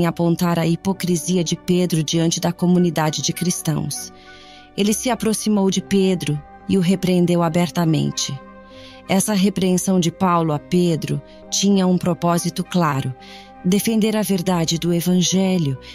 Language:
Portuguese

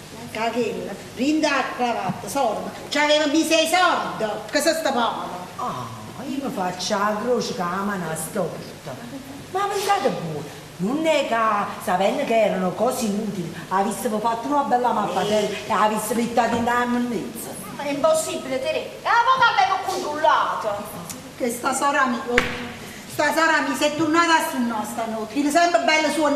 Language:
Neapolitan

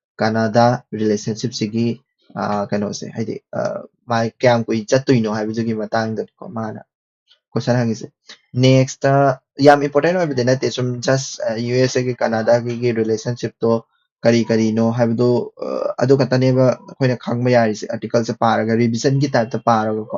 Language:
Manipuri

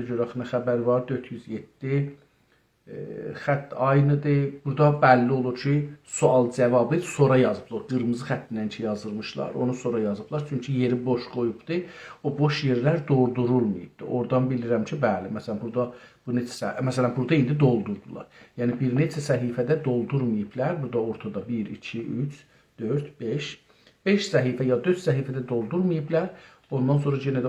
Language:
South Azerbaijani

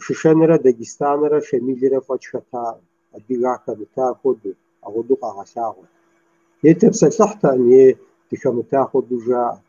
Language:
Kabardian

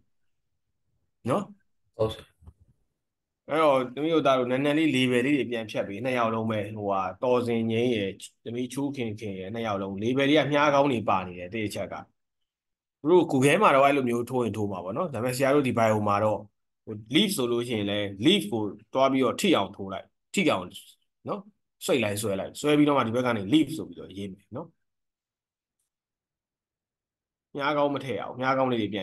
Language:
Burmese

